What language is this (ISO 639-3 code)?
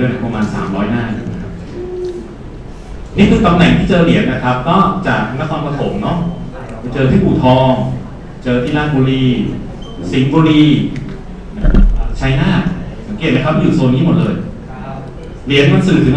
tha